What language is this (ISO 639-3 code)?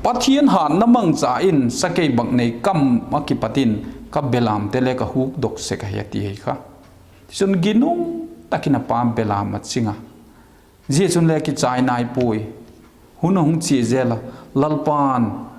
vap